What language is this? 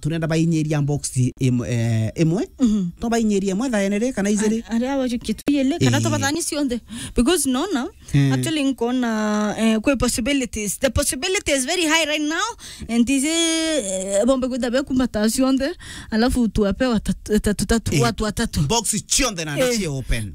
Meru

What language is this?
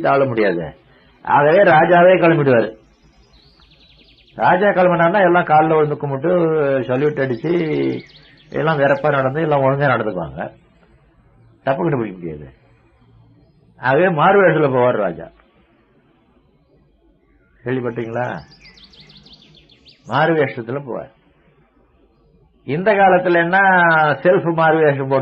Tamil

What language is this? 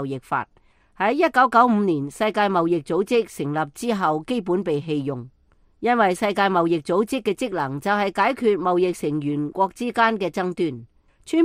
Cantonese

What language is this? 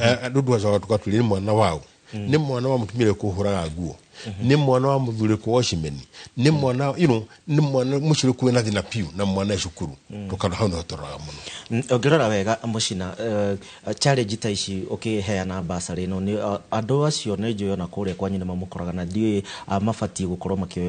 Kikuyu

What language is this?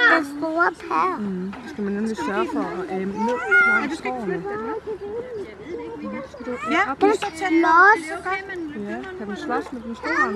Danish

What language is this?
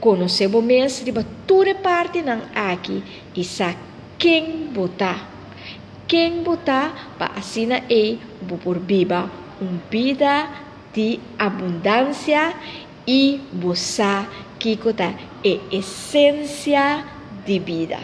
Papiamento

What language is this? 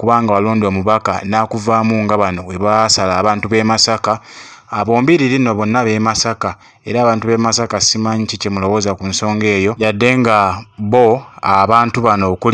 Ganda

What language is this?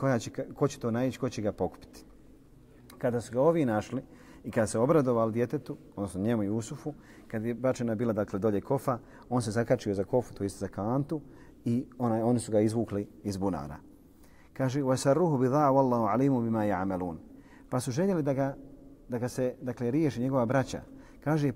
Bosnian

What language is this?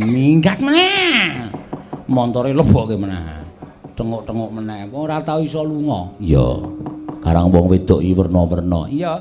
Javanese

